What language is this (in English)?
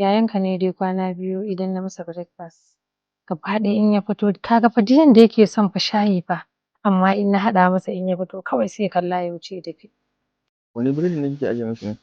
Hausa